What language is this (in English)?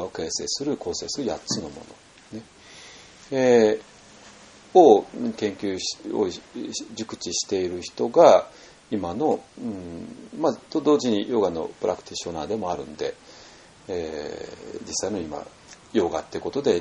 Japanese